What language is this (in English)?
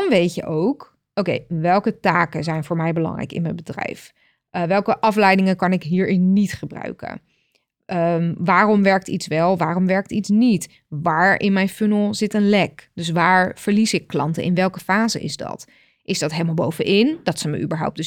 Dutch